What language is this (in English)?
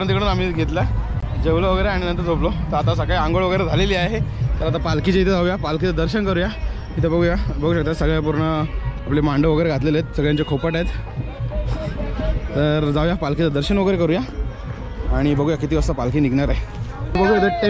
Marathi